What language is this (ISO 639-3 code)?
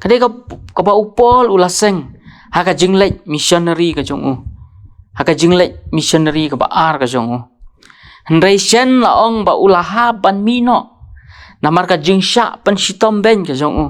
kha